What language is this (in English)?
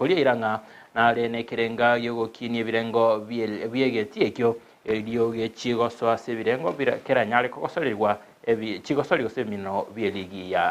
Gusii